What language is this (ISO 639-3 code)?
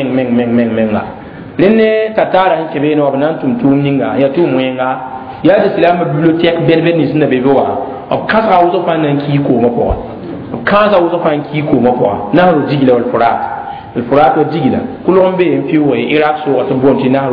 mos